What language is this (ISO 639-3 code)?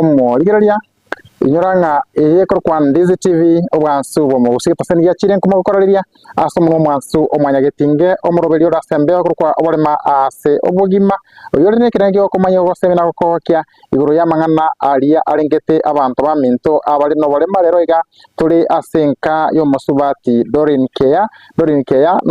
guz